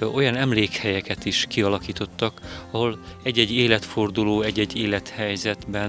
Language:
Hungarian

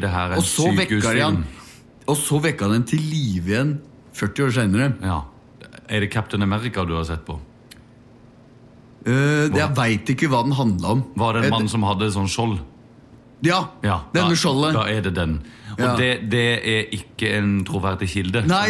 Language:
Norwegian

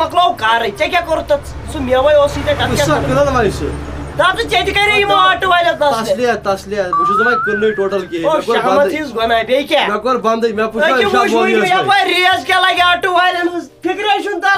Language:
Kashmiri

